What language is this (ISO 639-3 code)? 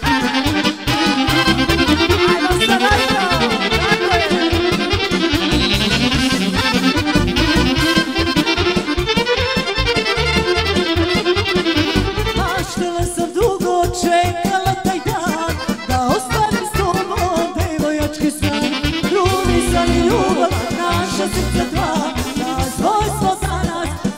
srp